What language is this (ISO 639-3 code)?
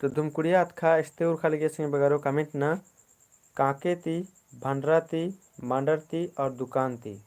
kru